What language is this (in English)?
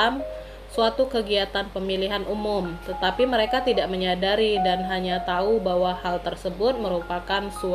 Indonesian